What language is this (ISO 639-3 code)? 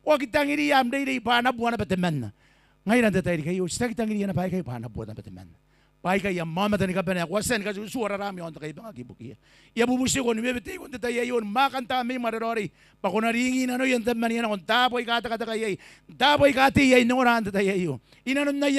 gil